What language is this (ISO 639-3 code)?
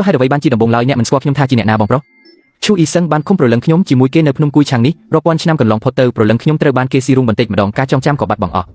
khm